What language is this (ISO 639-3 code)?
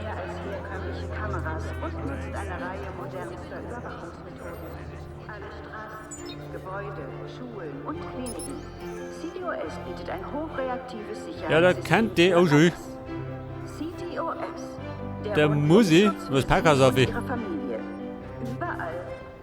bar